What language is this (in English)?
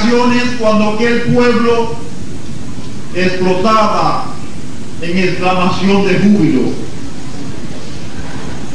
Spanish